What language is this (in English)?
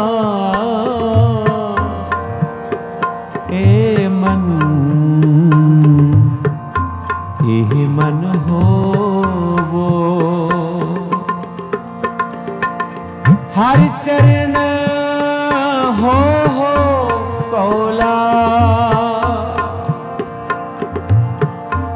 Hindi